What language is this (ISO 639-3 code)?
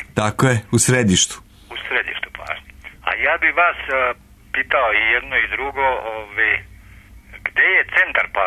srp